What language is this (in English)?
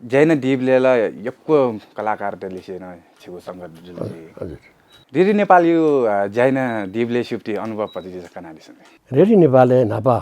Newari